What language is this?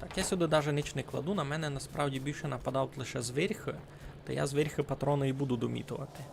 Rusyn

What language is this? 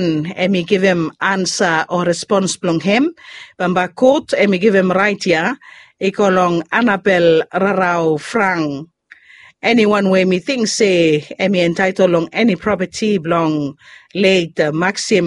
Bislama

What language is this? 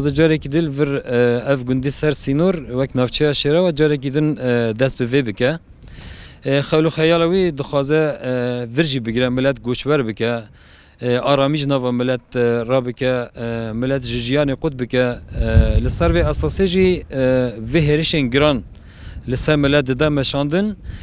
Kurdish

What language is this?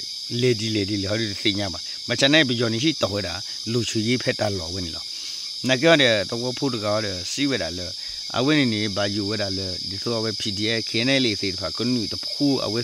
S'gaw Karen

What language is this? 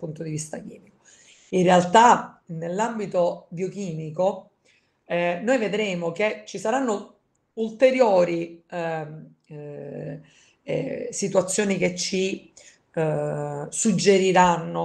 Italian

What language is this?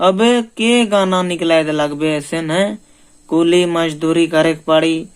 Sadri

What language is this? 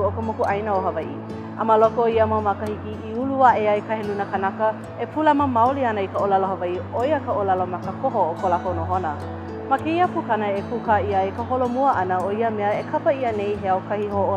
Hawaiian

